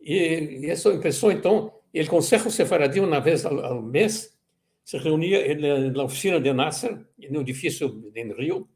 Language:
Ladino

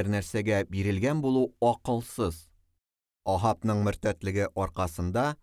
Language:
Tatar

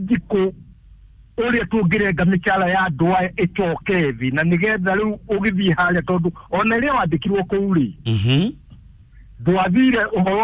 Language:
Kikuyu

